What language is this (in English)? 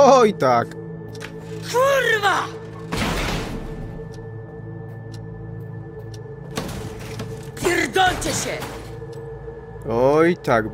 Polish